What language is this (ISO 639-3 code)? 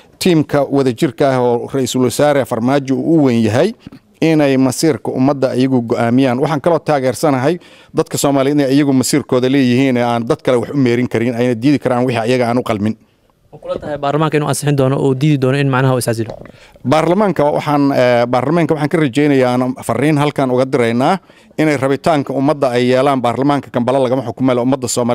som